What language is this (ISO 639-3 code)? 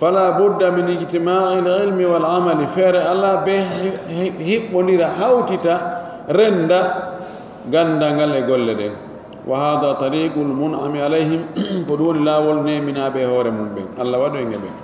fuf